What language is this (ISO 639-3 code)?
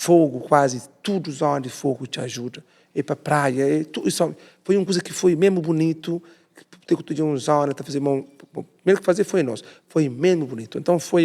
kea